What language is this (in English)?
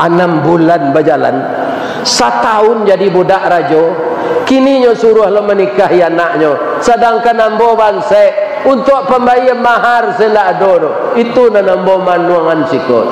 Minangkabau